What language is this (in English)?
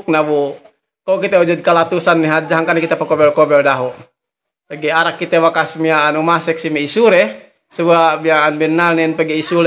Yakan